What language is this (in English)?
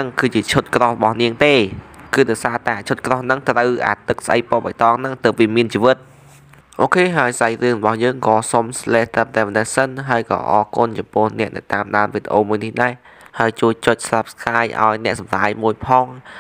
Khmer